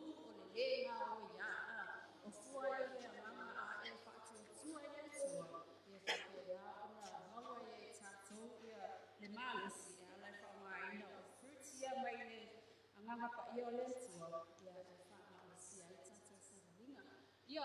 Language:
Samoan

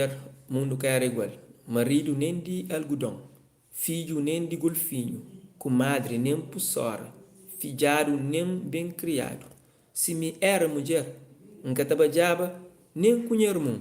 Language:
Kabuverdianu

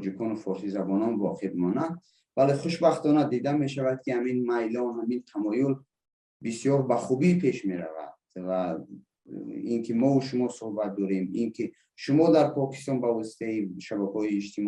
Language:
Persian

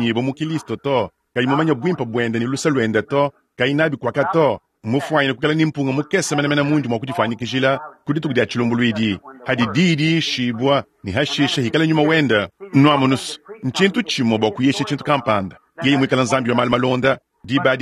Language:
Luba-Lulua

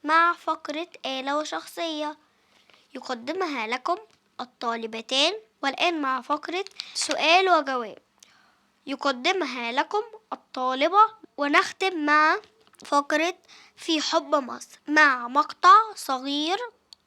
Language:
Egyptian Arabic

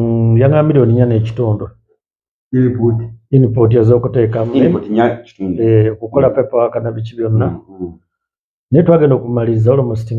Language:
Ganda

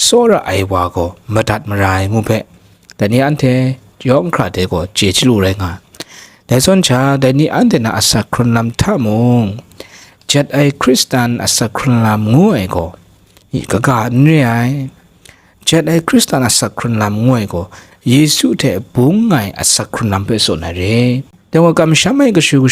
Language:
Kachin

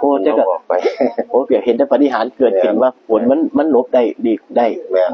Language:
Northeastern Thai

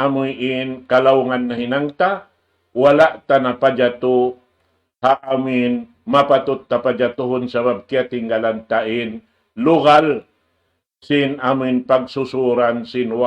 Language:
Tausug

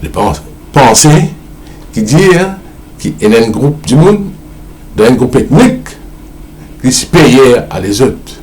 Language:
Morisyen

